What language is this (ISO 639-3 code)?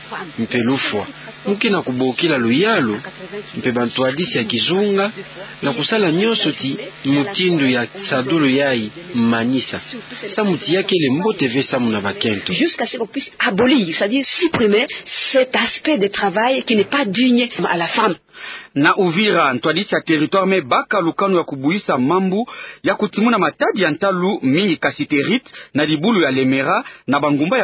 ktu